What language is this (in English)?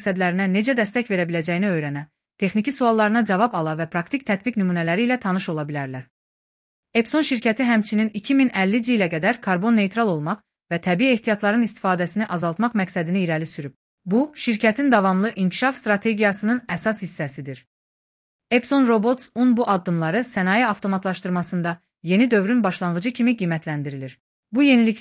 Azerbaijani